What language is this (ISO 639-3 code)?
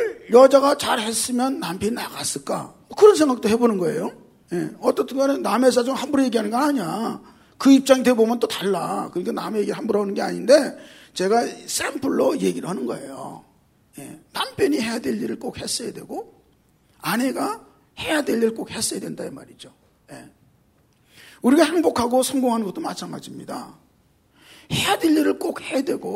kor